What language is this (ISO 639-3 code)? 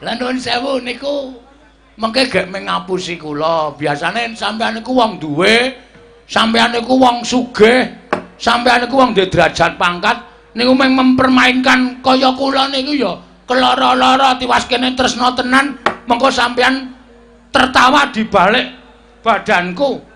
jav